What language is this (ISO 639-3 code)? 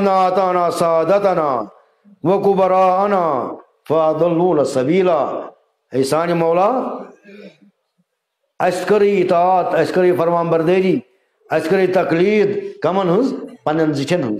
kas